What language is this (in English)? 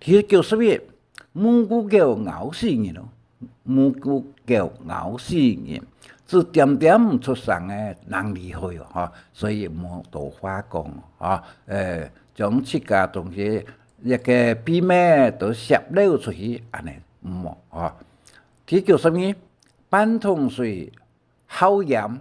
Hakka Chinese